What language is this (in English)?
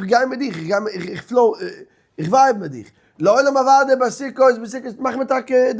Yiddish